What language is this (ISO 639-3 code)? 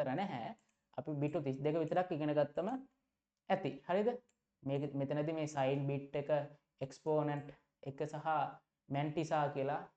sin